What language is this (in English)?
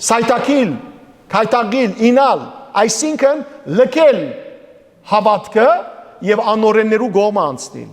Western Armenian